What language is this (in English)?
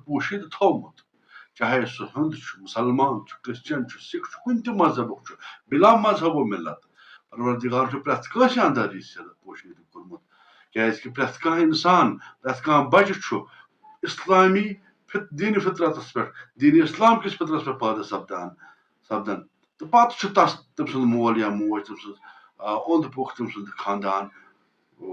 Kashmiri